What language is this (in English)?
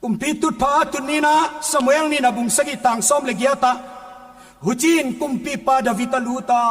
Paite Chin